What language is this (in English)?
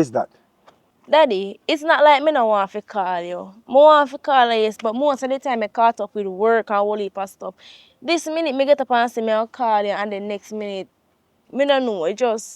Jamaican Creole English